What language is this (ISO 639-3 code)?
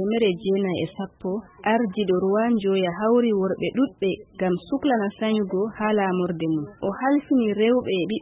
ful